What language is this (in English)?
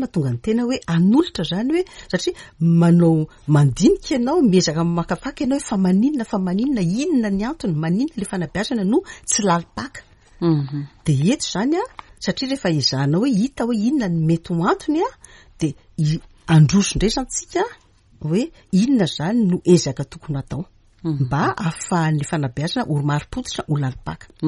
Malagasy